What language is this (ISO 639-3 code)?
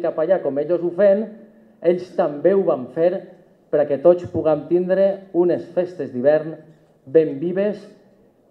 cat